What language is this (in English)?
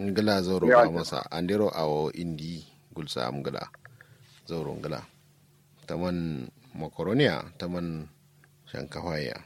Kanuri